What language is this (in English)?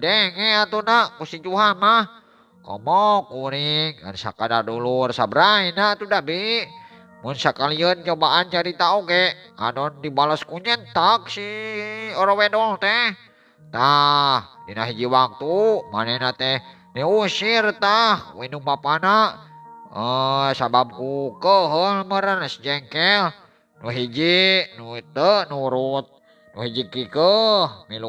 Sundanese